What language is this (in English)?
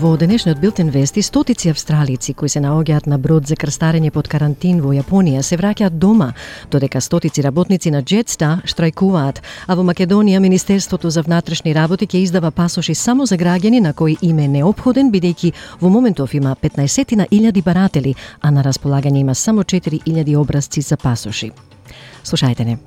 Macedonian